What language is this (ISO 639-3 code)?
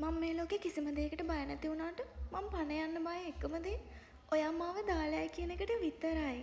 sin